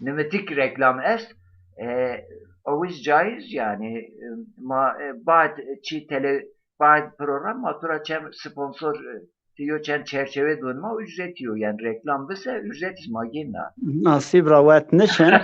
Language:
Zaza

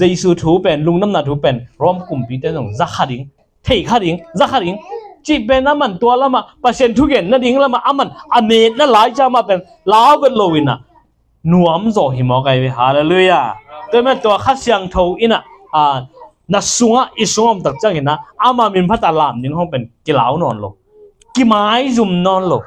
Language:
Tedim Chin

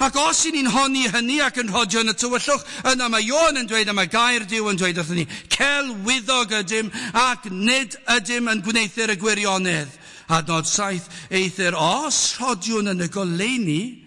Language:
Welsh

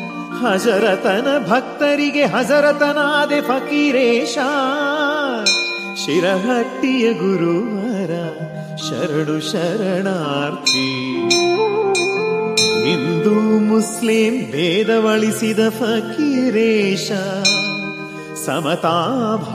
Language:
Kannada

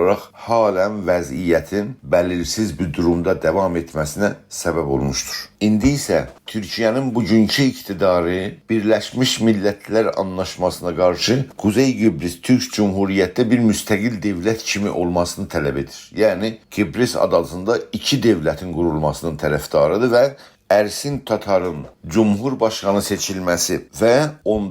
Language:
South Azerbaijani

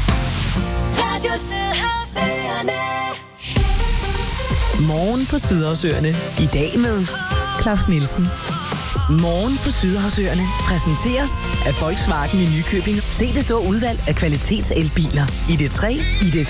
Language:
Danish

